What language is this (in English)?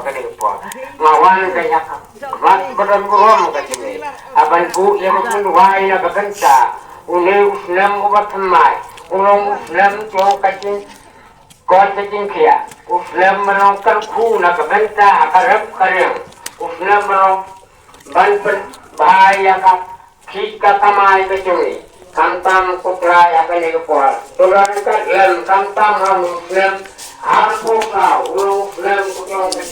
Khasi